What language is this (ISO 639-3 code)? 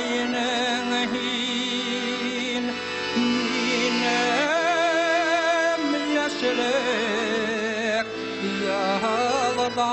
bak